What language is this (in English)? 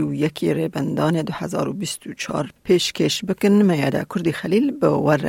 Kurdish